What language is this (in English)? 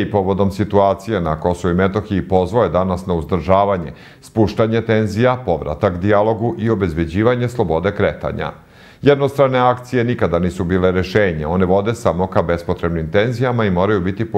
Serbian